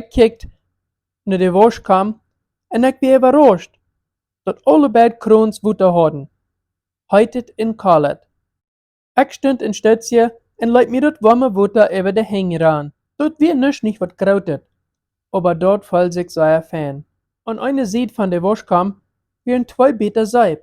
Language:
Plautdietsch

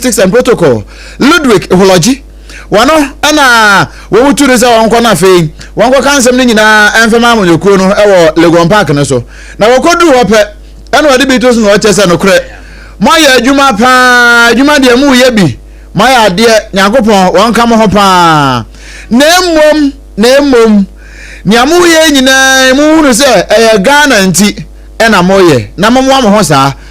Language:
Akan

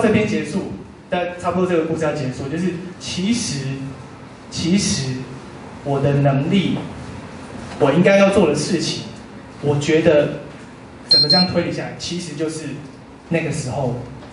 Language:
Chinese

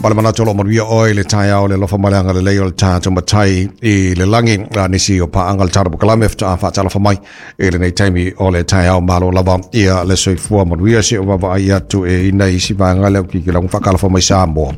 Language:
Samoan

